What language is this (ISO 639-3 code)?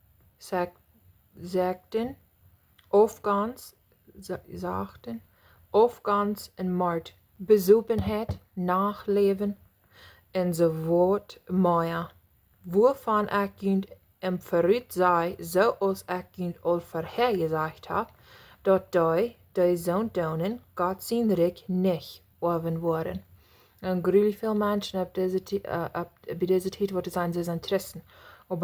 pdt